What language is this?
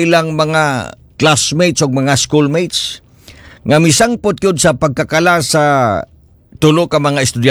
Cebuano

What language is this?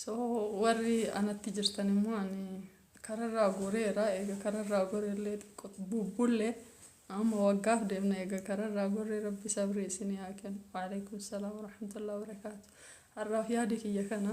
Oromo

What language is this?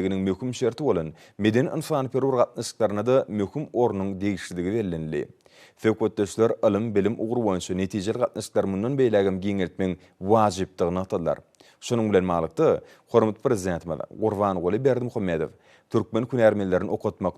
Turkmen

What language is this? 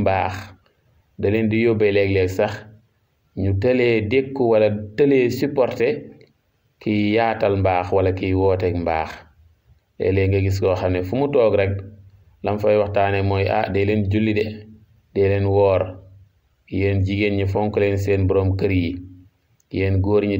Wolof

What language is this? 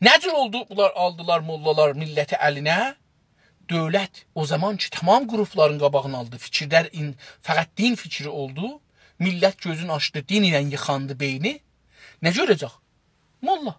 South Azerbaijani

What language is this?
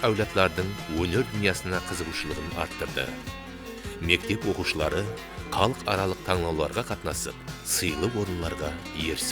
Kara-Kalpak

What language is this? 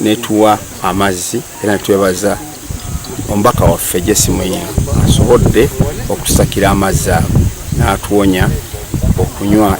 Ganda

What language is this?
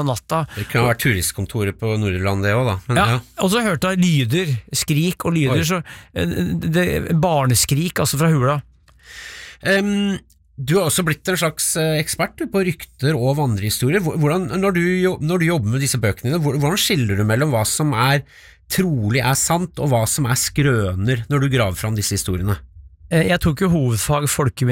Norwegian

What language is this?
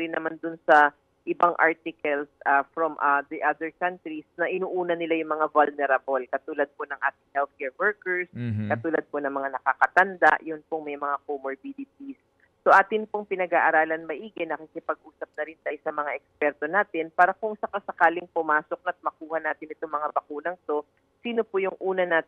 Filipino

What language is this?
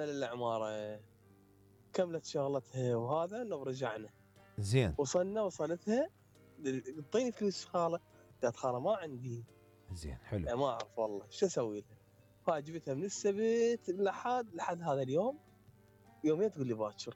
Mesopotamian Arabic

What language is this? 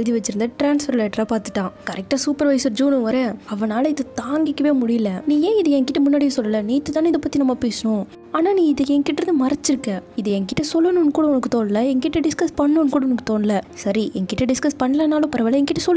Tamil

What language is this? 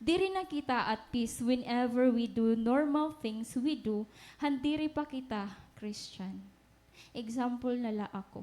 Waray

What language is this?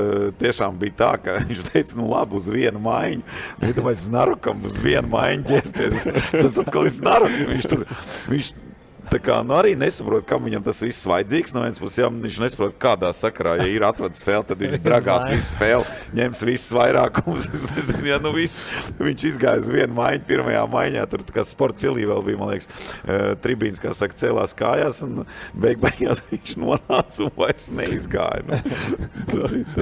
Latvian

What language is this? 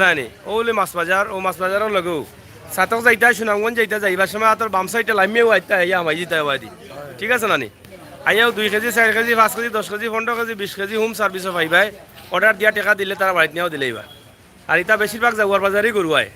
Sylheti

